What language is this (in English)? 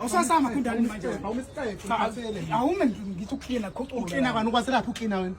Zulu